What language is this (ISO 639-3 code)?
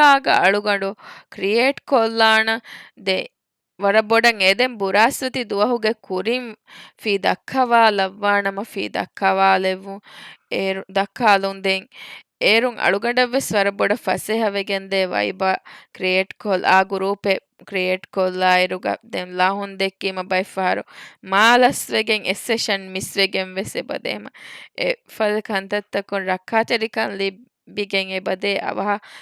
div